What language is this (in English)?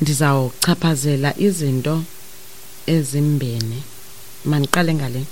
Xhosa